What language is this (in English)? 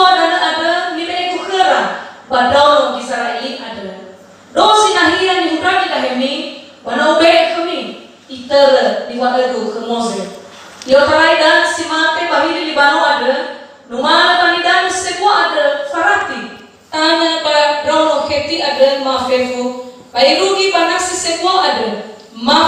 Nias